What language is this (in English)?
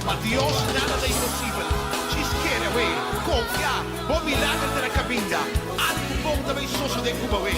Papiamento